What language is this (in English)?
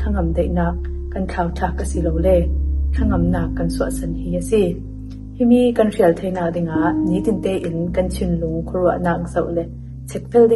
Falam Chin